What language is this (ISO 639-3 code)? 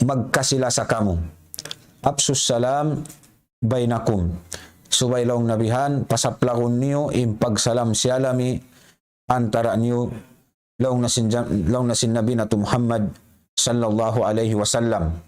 tsg